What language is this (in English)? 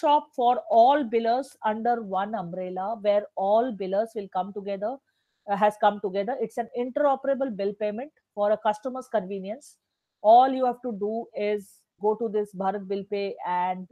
English